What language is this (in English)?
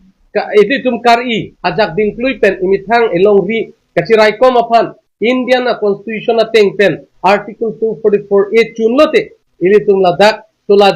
Karbi